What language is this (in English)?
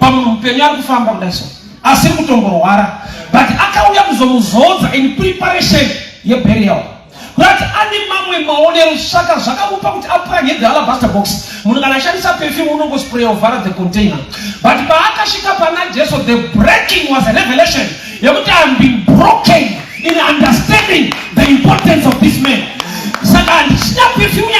Shona